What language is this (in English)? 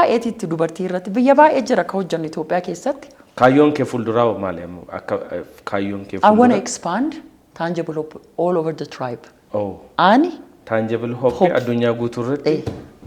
Oromo